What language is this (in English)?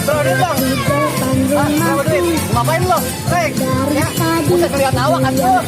Betawi